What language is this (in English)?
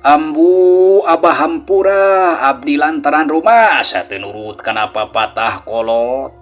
Sundanese